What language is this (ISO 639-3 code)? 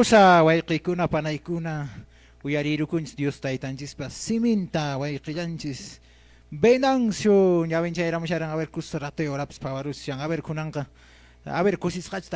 que